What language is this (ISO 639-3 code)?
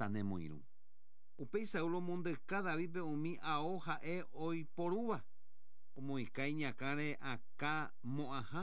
grn